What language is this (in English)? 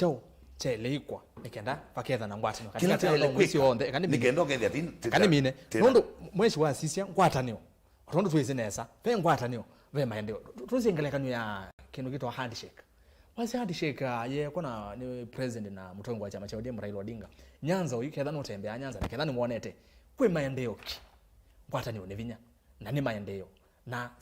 Kamba